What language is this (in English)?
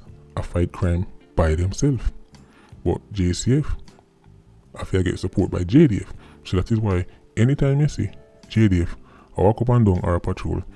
Jamaican Creole English